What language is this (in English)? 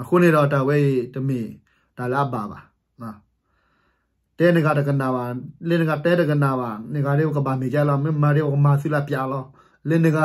S'gaw Karen